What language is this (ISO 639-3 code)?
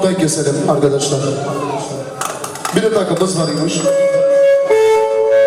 tur